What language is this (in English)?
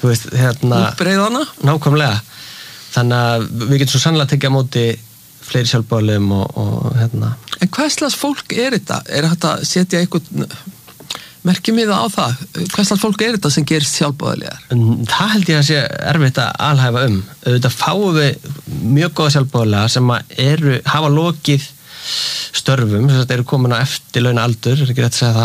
Icelandic